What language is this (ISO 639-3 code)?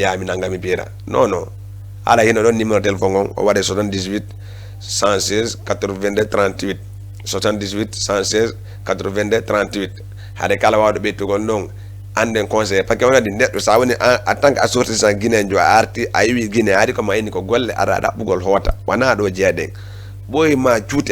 ful